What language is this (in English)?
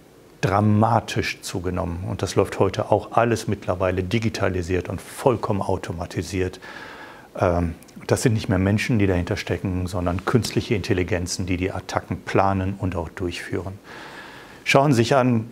German